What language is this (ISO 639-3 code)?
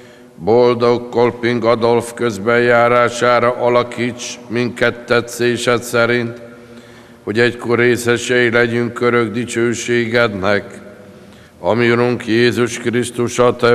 hun